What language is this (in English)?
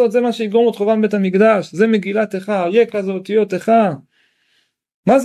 Hebrew